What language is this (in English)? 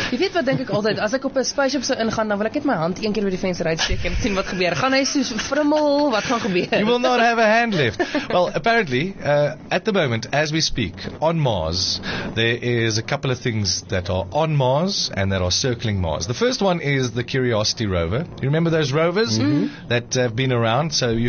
Afrikaans